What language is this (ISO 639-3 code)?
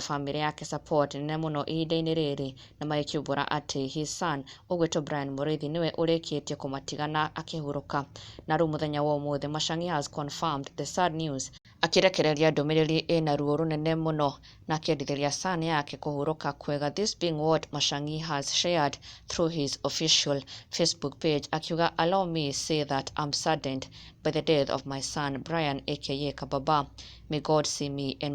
kik